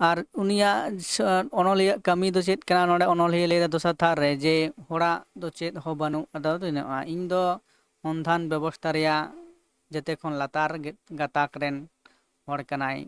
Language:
Santali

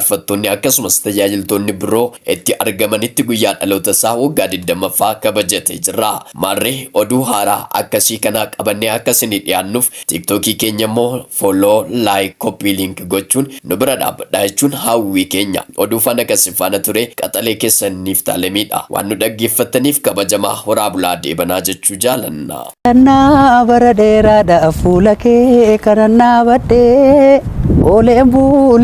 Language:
Oromo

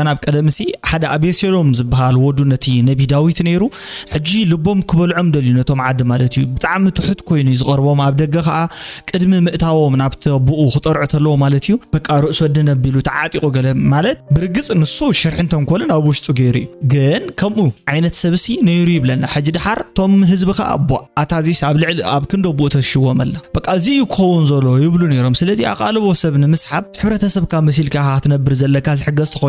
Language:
Tigrinya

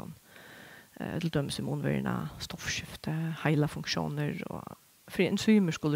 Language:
Faroese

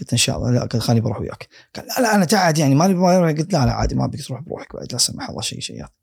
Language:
Gulf Arabic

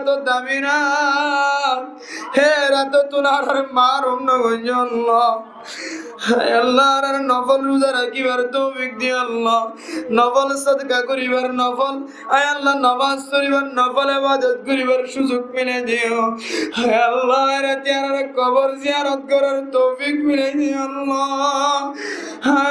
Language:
Rohingya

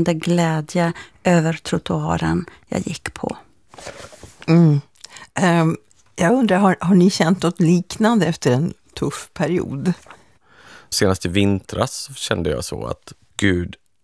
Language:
Swedish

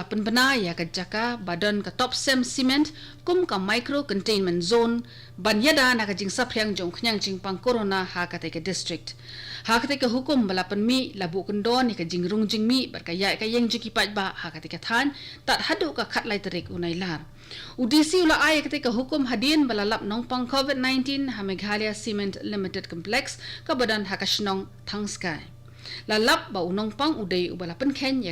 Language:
Khasi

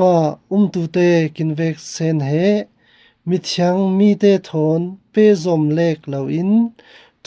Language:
Falam Chin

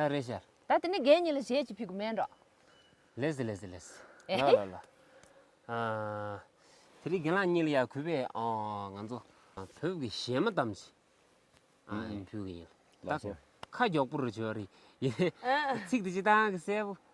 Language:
Tibetan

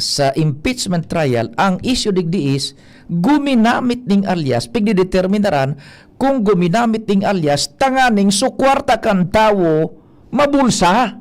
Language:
Bikol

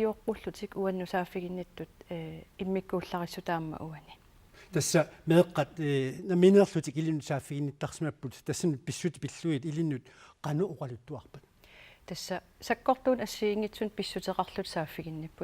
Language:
Kalaallisut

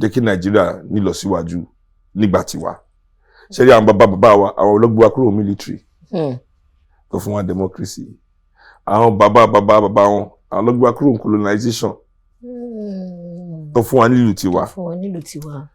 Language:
Yoruba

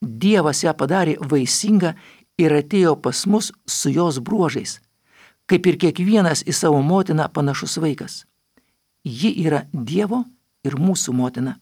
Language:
Lithuanian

